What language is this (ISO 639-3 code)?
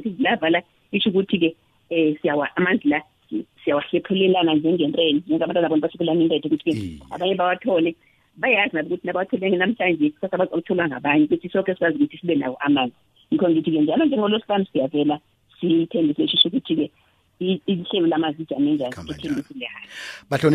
nbl